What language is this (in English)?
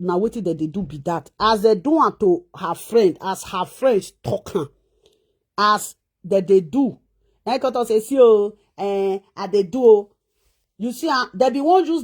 Nigerian Pidgin